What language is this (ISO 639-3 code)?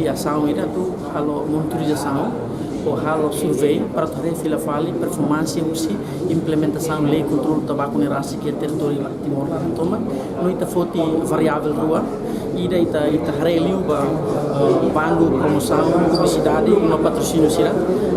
tet